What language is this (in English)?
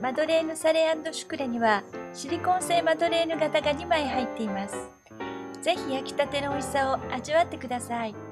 Japanese